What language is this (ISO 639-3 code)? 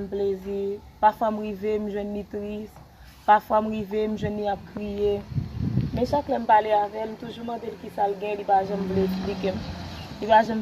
hat